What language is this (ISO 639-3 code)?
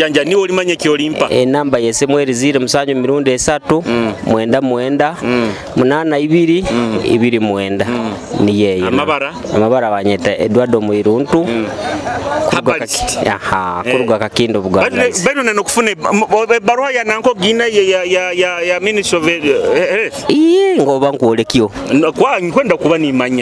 nyo